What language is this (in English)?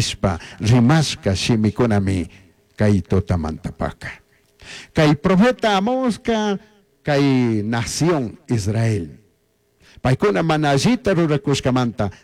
Chimborazo Highland Quichua